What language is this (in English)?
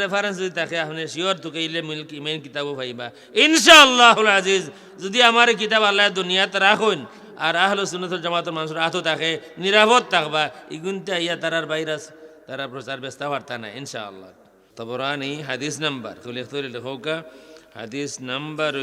Sylheti